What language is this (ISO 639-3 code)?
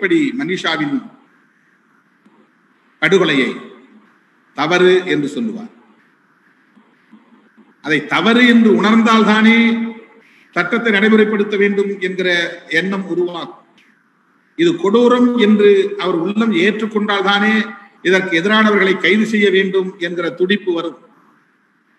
tam